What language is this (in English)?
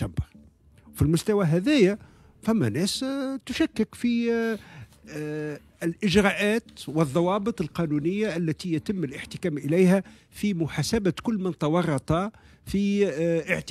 Tunisian Arabic